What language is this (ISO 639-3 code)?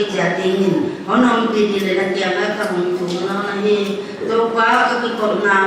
pck